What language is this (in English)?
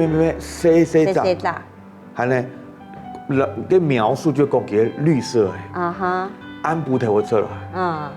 Hakka Chinese